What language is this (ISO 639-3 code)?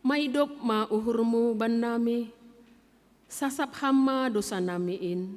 bts